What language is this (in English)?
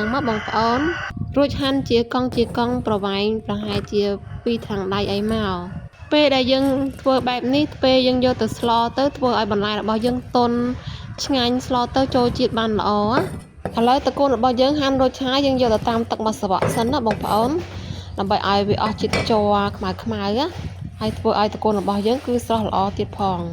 Khmer